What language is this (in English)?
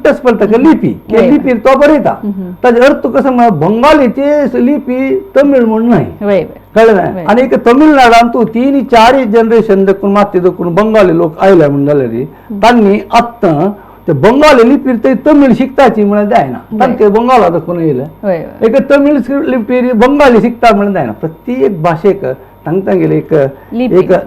Konkani